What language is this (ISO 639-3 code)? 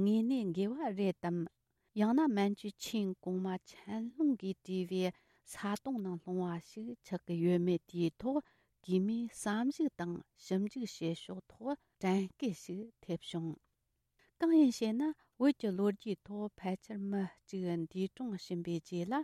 bod